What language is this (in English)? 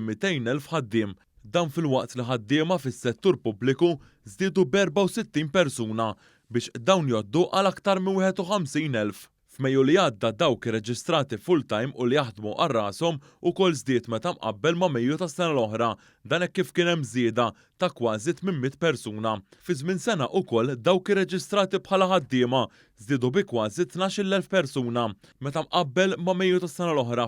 Maltese